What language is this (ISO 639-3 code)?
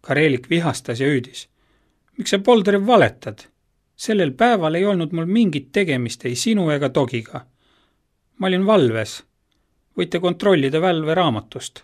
est